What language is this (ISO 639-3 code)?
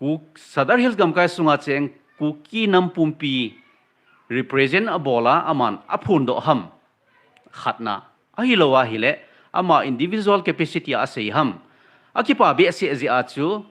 tcz